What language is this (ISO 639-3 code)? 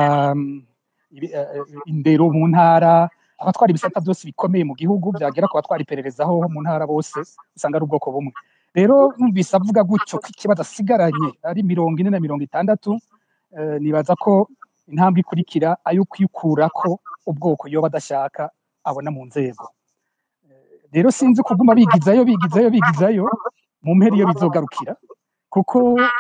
run